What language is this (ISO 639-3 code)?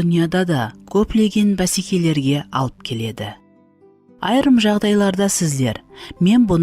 kaa